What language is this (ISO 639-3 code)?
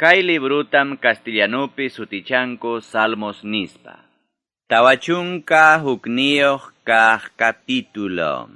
quy